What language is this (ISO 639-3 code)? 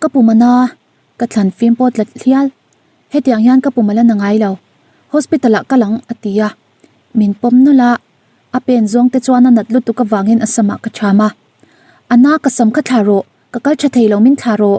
lus